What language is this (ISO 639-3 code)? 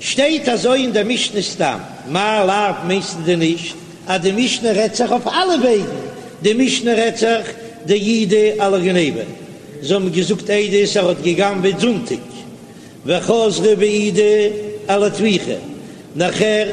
yid